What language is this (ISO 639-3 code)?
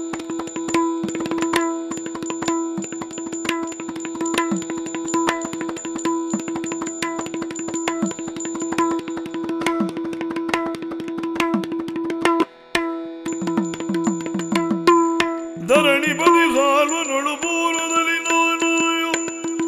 kan